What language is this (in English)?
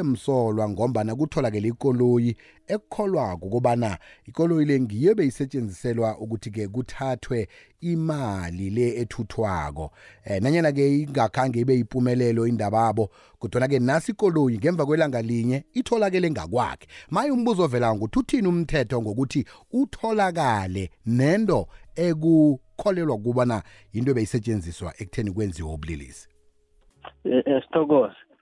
South Ndebele